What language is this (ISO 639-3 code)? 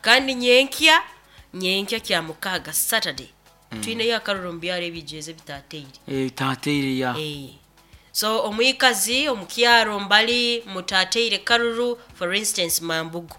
nyn